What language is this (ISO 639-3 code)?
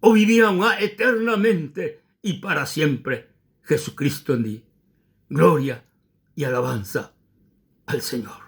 grn